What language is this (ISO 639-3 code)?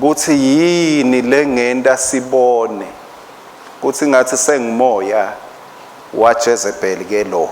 ssw